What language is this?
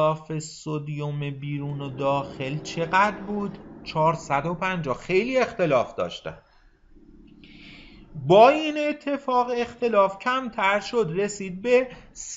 Persian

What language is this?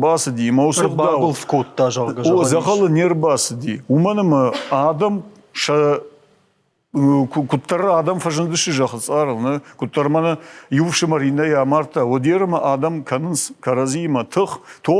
Ossetic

